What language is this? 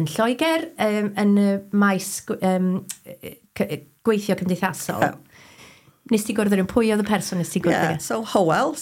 Welsh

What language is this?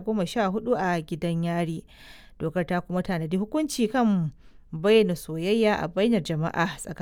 Hausa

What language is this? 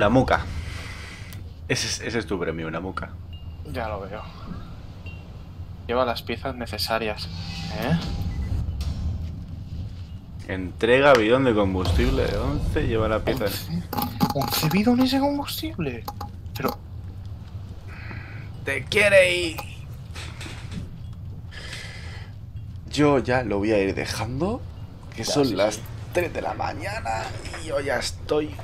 Spanish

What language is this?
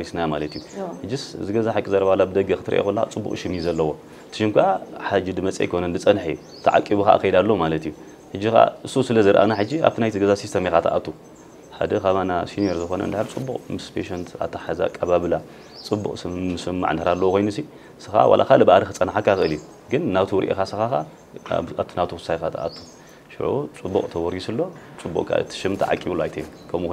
Tigrinya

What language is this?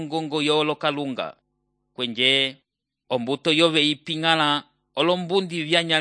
Umbundu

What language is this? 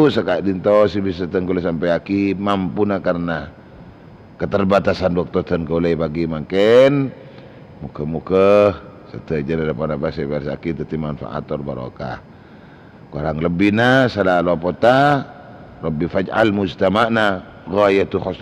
Madurese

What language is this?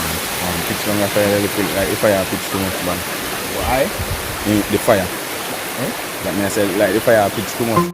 Jamaican Creole English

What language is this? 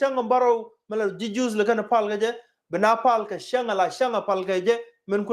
Nuer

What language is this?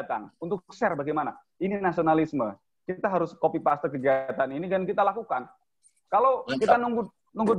Indonesian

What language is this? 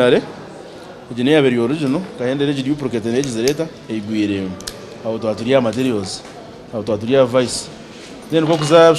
Nyankole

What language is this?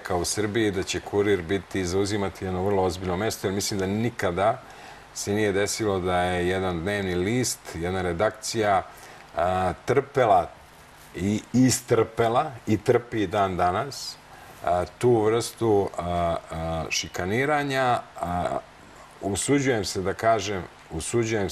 Serbian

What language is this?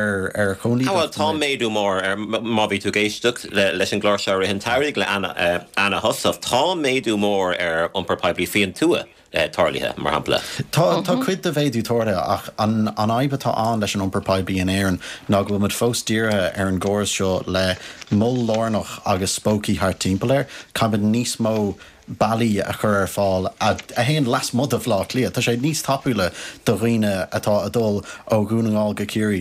Irish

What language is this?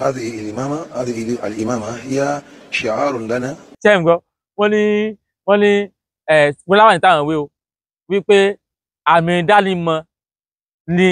Yoruba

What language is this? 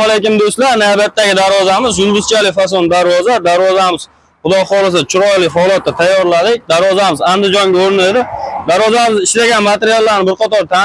Uzbek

